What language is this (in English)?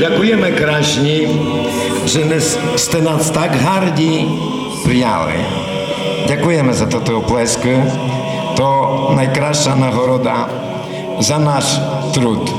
Rusyn